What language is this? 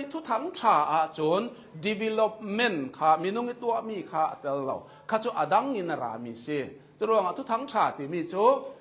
Hakha Chin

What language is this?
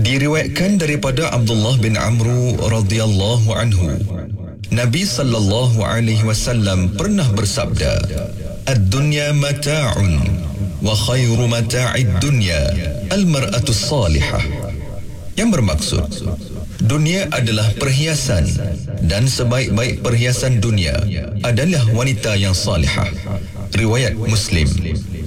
Malay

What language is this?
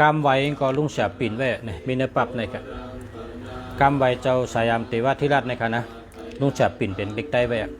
Shan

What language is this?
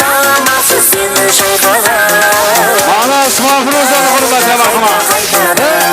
Kara-Kalpak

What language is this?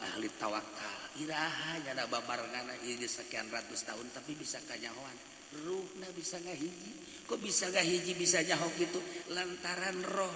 Sundanese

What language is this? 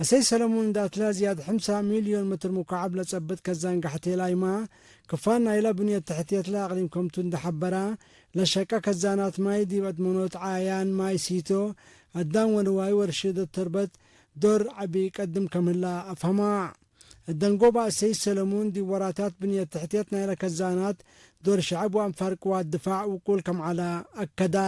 Tigre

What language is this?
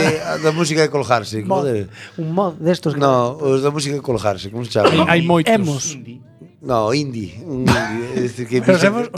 Galician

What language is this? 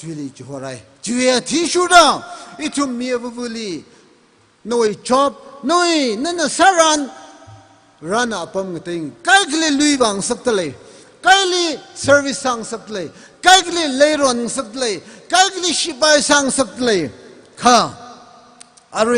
Tangkhul Naga (India)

